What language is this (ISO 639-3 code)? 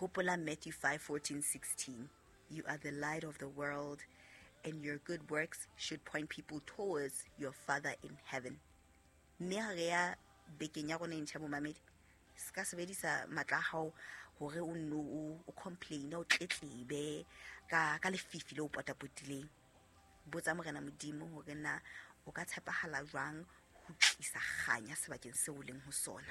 sot